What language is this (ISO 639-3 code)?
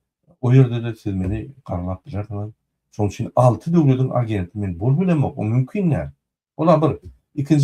tuk